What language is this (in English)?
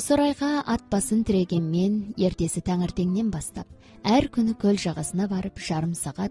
Kazakh